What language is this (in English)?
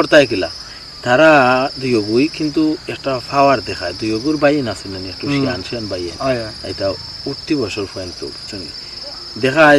Sylheti